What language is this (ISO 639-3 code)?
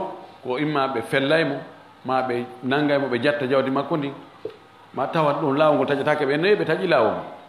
ful